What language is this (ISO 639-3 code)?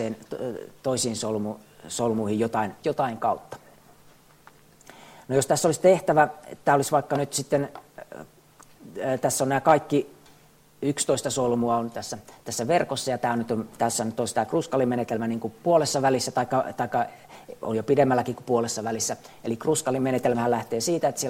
fin